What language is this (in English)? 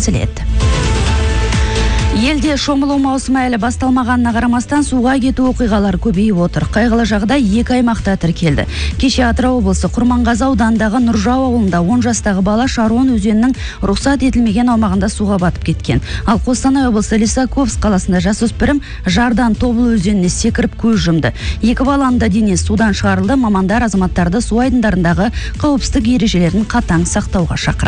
Kazakh